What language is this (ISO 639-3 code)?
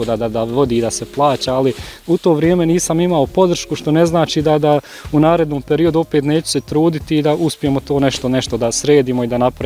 bos